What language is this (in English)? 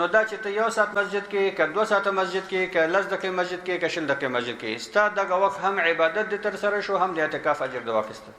Pashto